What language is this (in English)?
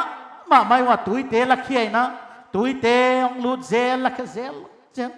Paite Chin